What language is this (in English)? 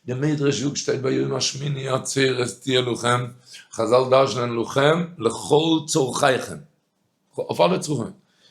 Yiddish